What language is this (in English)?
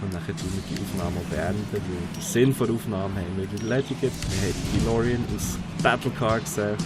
Swiss German